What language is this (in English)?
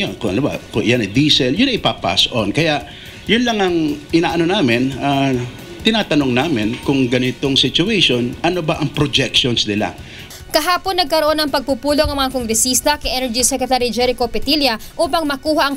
Filipino